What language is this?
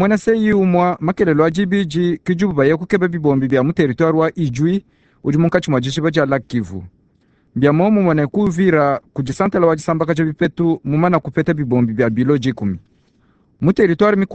Luba-Lulua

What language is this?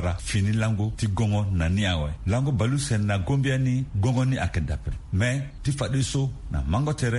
Sango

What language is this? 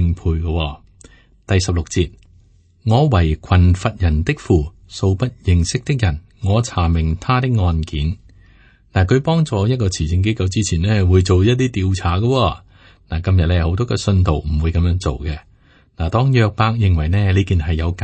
Cantonese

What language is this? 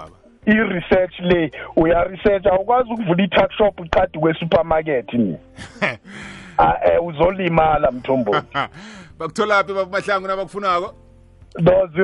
South Ndebele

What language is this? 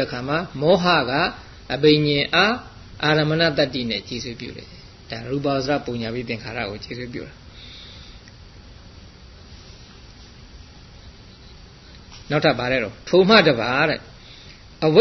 Burmese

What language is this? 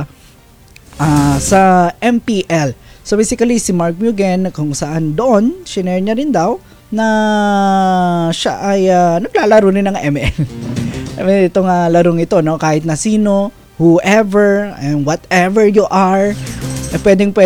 Filipino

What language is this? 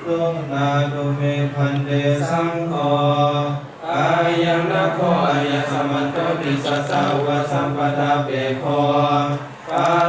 Pali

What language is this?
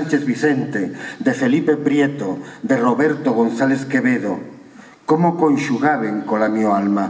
Asturian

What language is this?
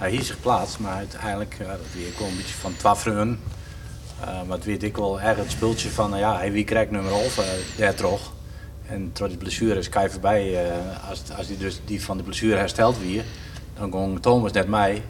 Western Frisian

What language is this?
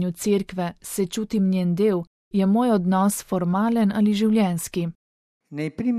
Slovenian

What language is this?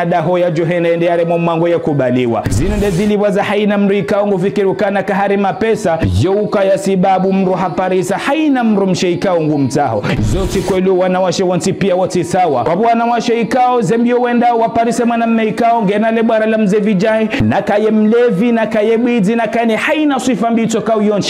Ngazidja Comorian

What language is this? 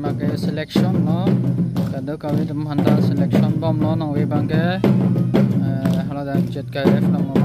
Karbi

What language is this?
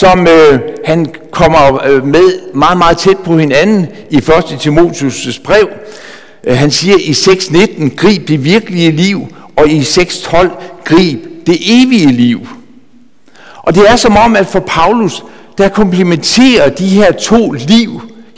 Danish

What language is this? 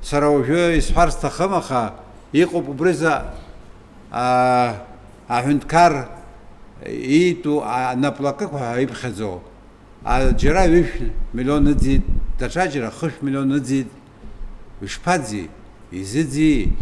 Abkhazian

